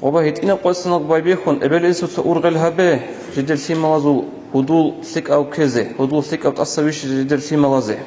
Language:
Avaric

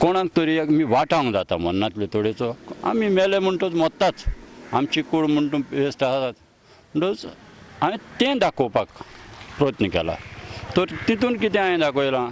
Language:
Konkani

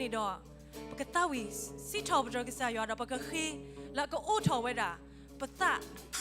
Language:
S'gaw Karen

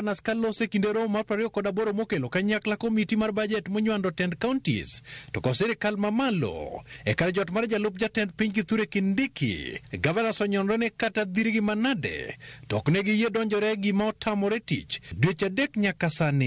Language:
Luo (Kenya and Tanzania)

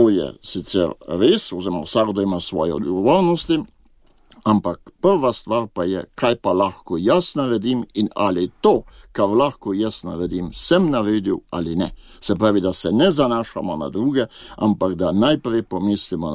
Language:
Slovenian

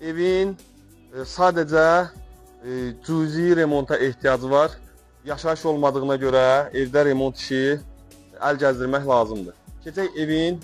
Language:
Azerbaijani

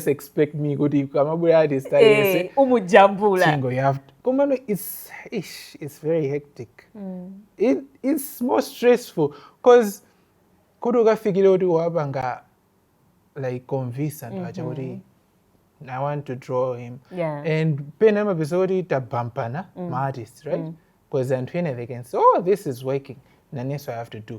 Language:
Nyanja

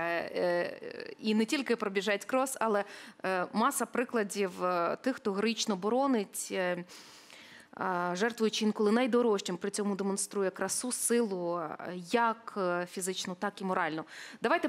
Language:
Ukrainian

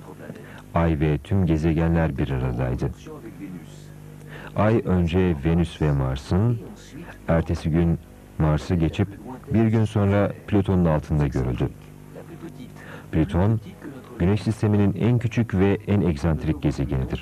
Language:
Turkish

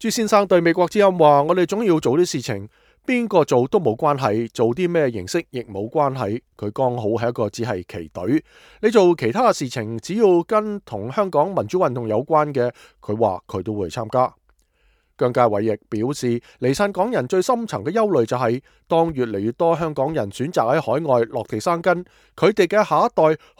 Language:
Cantonese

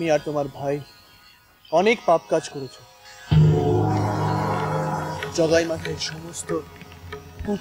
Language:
Bangla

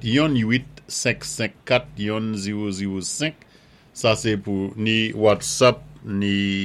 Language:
Saint Lucian Creole French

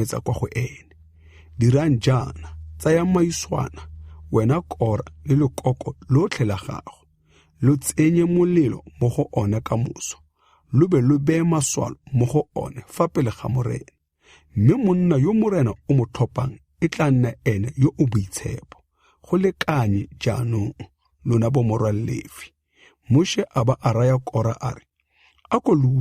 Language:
Tswana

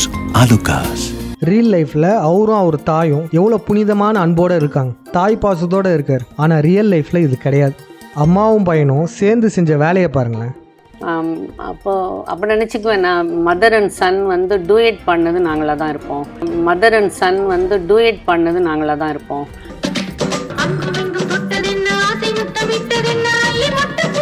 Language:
Tamil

